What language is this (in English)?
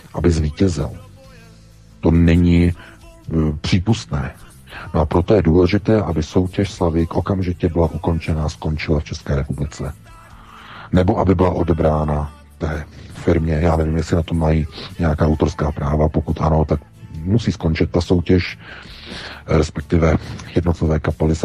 Czech